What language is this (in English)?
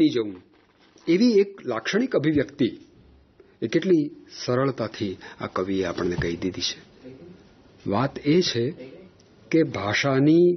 Gujarati